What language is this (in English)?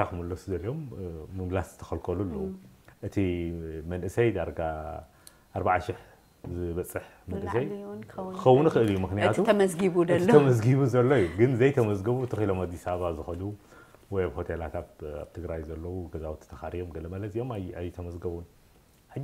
Tigrinya